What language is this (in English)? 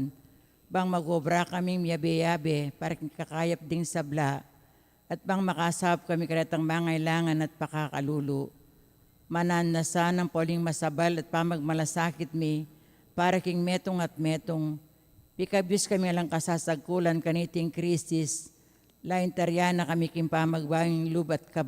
Pampanga